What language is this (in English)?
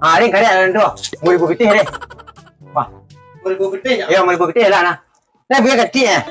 Minangkabau